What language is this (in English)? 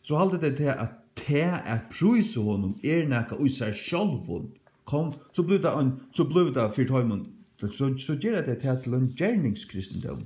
Faroese